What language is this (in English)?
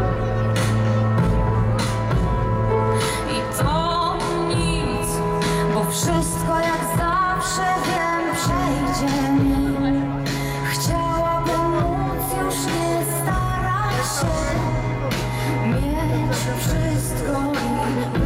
Polish